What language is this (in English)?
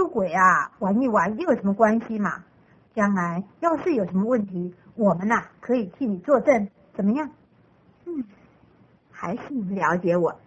Chinese